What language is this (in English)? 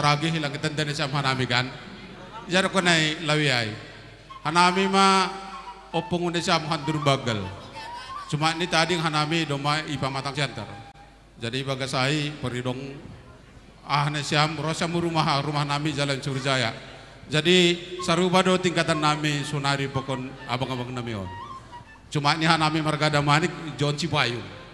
Batak Simalungun